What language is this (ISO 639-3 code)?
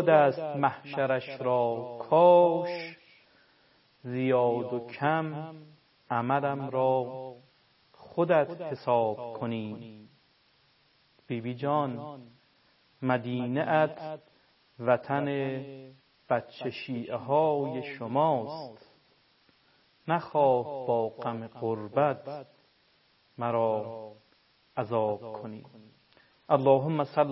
fas